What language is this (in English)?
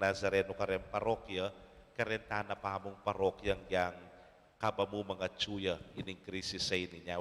Pampanga